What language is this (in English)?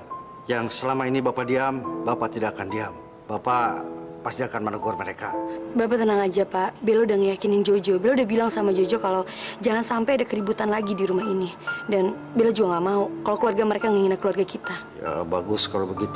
Indonesian